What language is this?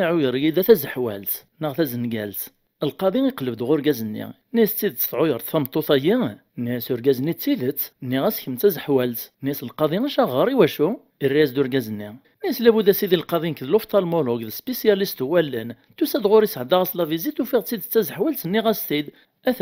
Kabyle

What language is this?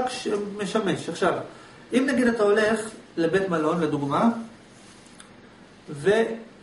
Hebrew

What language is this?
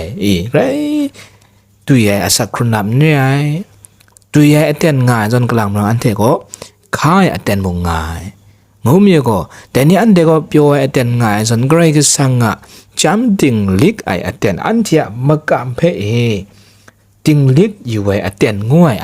Kachin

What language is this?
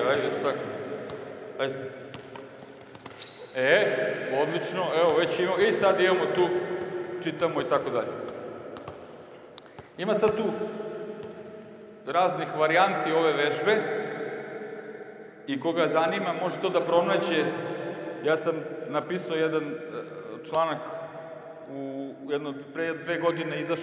Serbian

